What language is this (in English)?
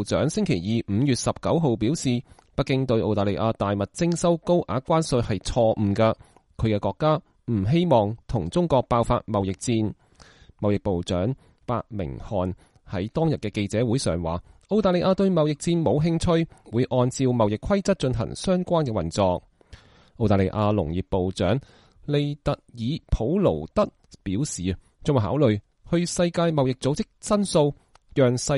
Cantonese